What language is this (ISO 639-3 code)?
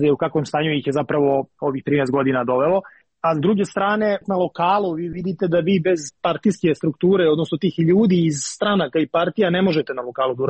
srp